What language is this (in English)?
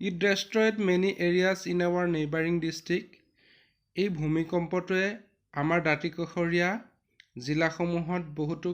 Assamese